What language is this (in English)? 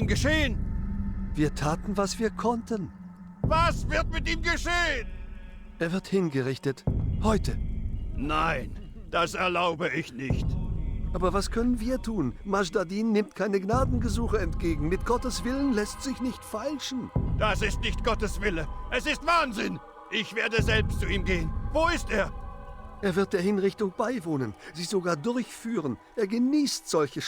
Bavarian